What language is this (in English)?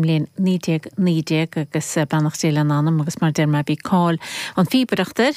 Irish